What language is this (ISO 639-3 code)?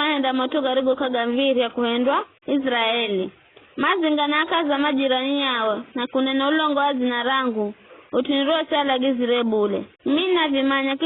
nyf